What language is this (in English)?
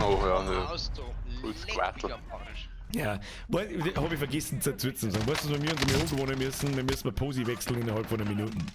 Bavarian